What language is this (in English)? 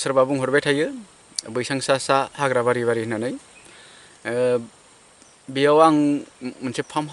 Bodo